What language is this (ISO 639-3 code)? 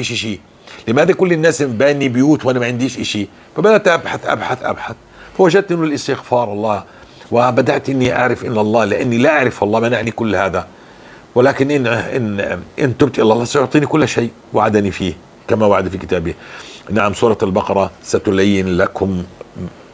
apc